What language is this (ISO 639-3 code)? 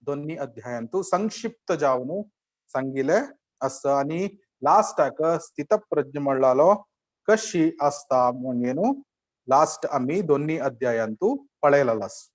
kok